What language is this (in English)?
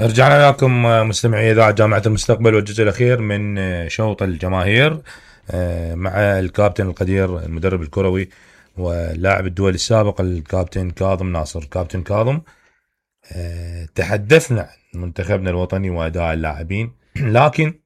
Mesopotamian Arabic